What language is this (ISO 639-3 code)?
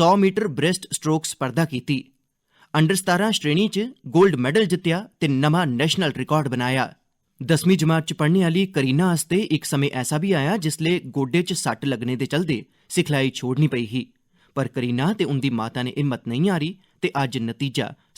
doi